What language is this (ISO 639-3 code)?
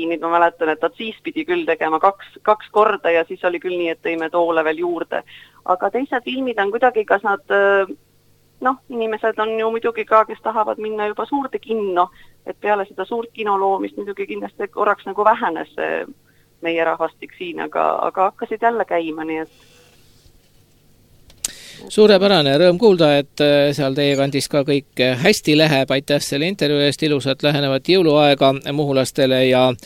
est